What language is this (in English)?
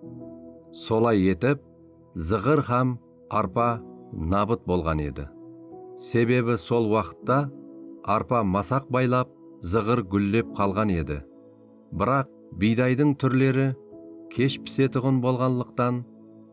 Kara-Kalpak